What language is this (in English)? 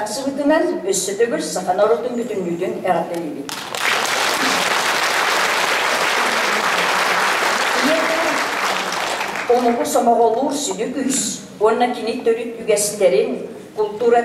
Kazakh